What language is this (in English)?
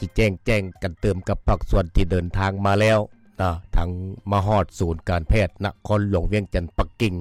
Lao